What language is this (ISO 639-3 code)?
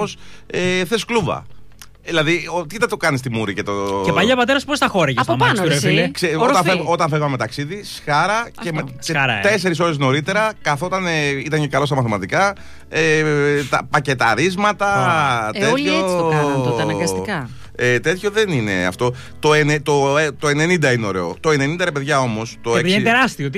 ell